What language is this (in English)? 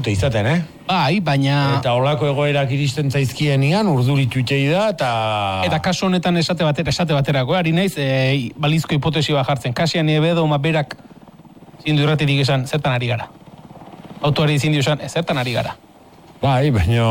Basque